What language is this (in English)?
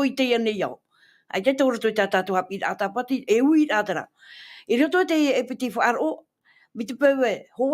Tahitian